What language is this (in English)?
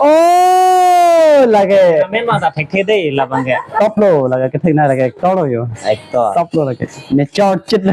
Karbi